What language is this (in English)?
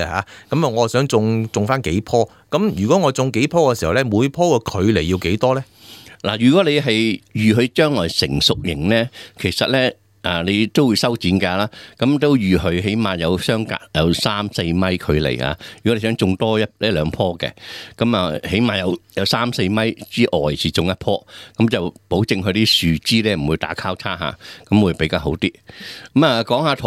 Cantonese